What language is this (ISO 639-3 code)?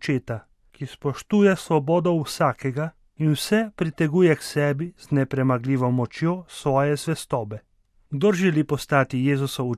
slv